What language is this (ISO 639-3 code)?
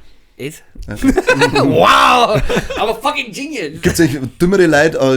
bar